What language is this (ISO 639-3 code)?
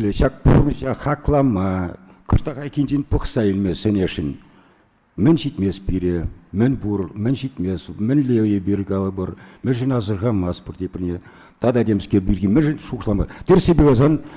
chv